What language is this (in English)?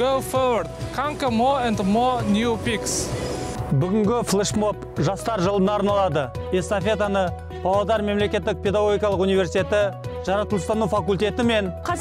Kazakh